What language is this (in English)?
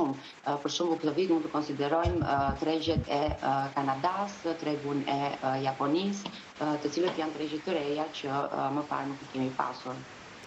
Albanian